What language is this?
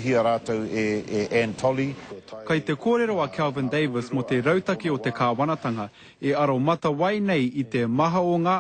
Māori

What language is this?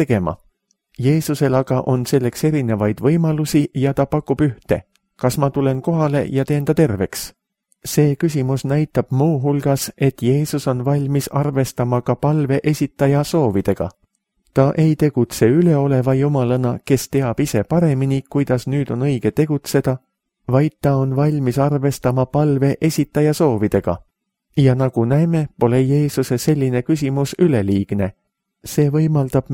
Estonian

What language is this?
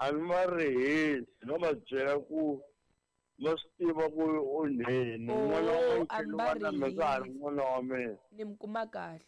Tsonga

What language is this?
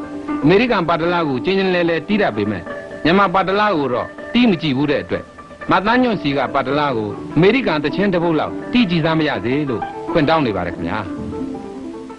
Burmese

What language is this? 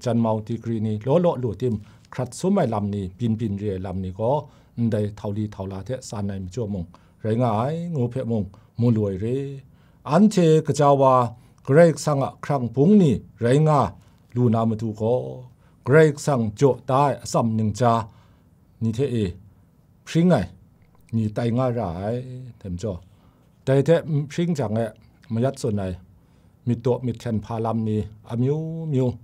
Kachin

